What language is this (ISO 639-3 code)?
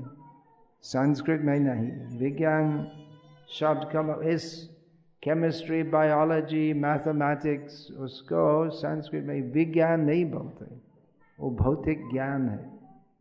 hin